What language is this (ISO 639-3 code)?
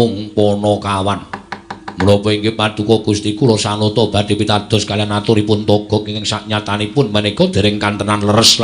jav